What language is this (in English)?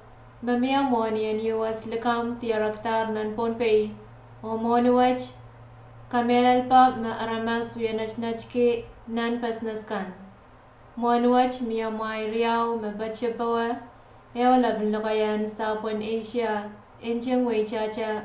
Pohnpeian